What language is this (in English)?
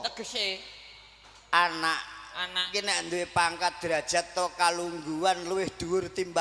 Javanese